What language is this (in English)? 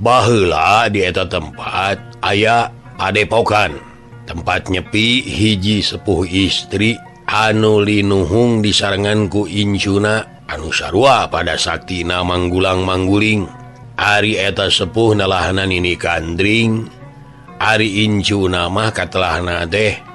Sundanese